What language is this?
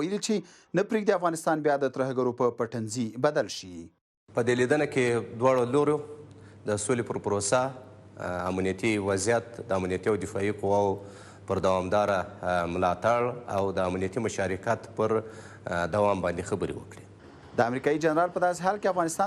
Pashto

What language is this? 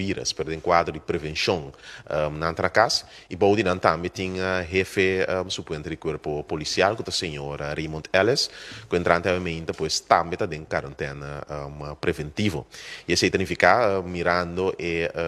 Papiamento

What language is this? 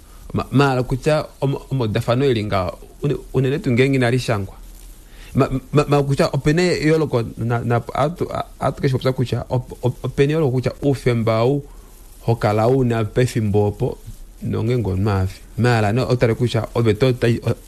Kuanyama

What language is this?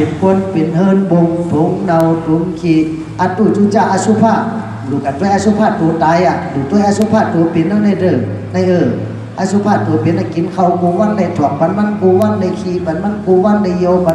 Shan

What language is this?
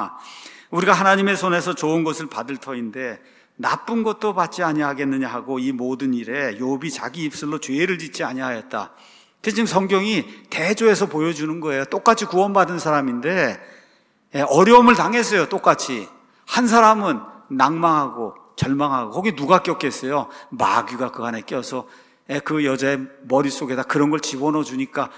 Korean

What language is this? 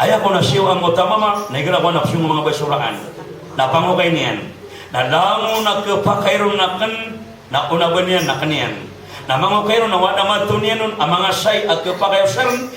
Maranao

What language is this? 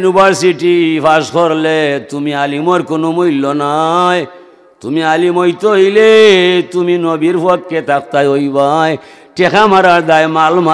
Sylheti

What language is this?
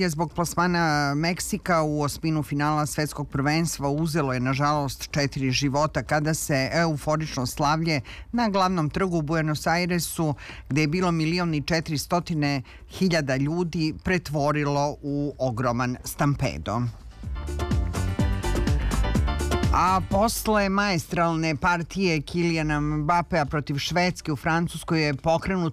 Serbian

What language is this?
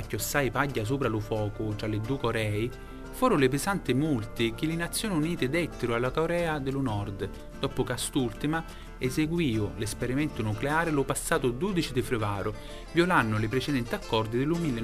Sicilian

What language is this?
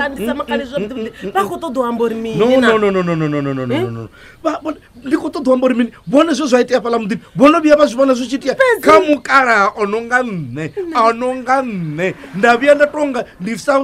Venda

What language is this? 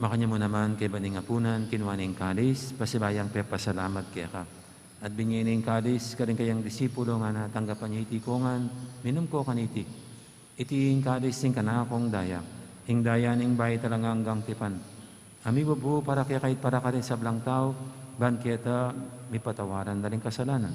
Pampanga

